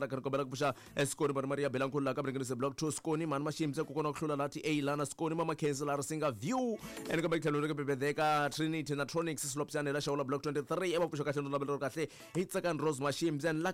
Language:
Tsonga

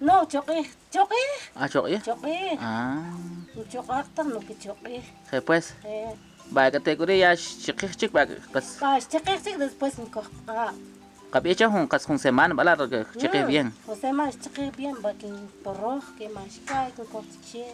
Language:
Kʼicheʼ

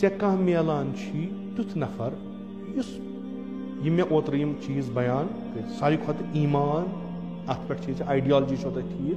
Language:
Kashmiri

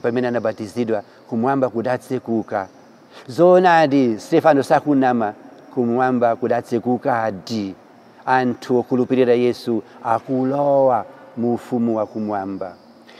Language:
Nyanja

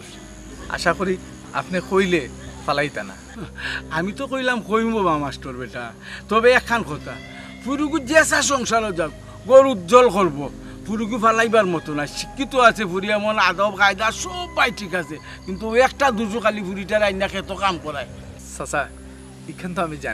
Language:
Sylheti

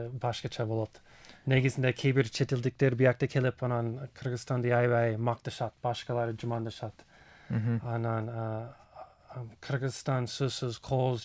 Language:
Kyrgyz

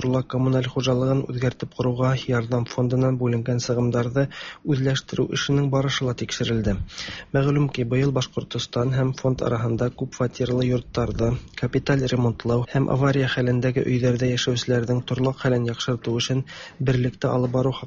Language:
Tatar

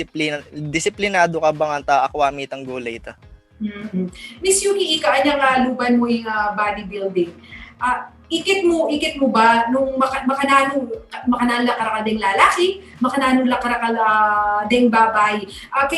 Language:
Pampanga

